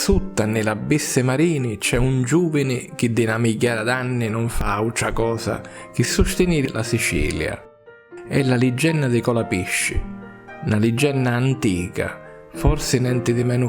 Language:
Sicilian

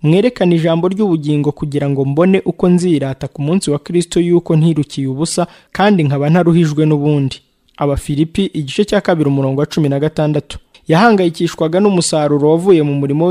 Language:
Kinyarwanda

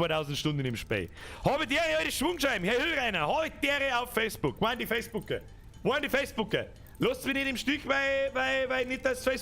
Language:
Bavarian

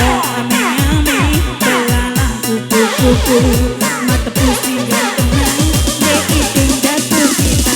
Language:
Batak Karo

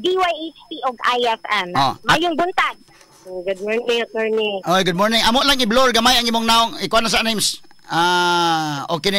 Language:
Cebuano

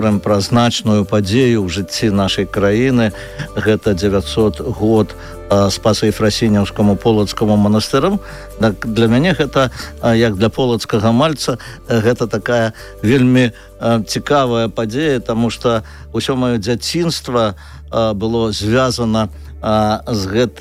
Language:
Belarusian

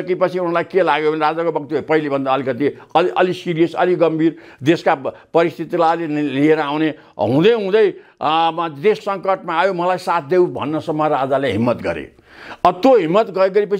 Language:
Nepali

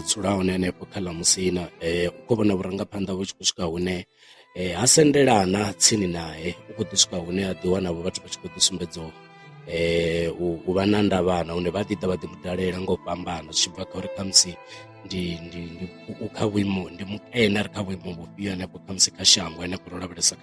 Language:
Venda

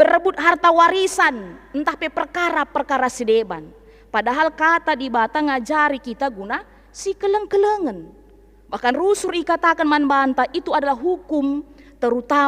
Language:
Batak Karo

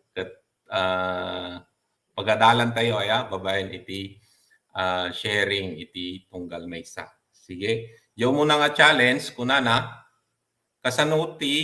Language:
Iloko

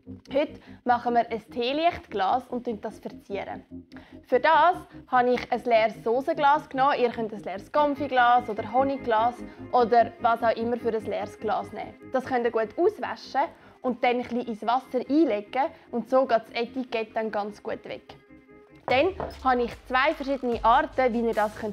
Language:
Swiss German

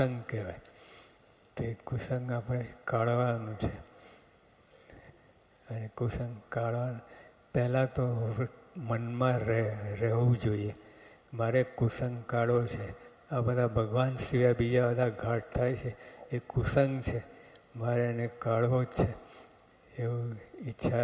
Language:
Gujarati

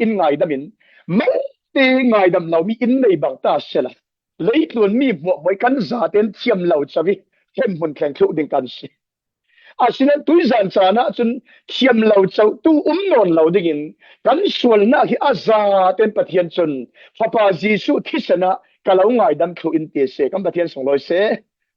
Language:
Falam Chin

